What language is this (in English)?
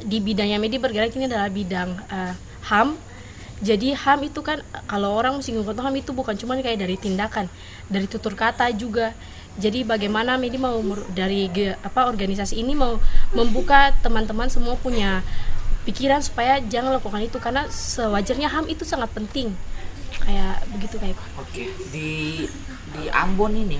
Ambonese Malay